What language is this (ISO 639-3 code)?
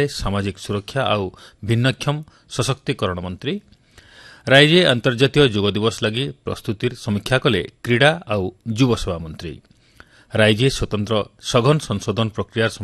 ori